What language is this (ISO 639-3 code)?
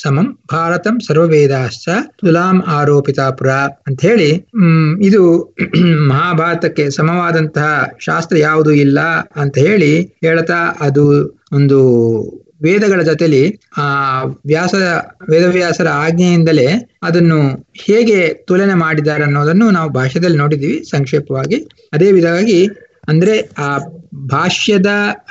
kan